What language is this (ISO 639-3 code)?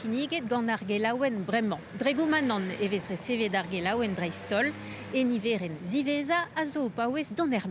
bre